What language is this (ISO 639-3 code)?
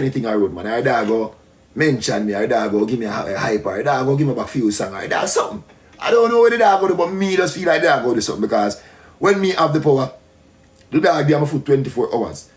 jam